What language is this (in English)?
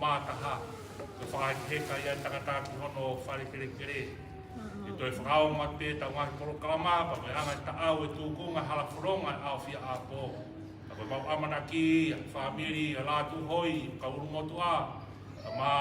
Tongan